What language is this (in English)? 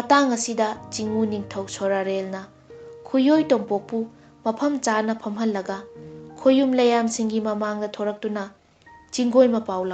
Manipuri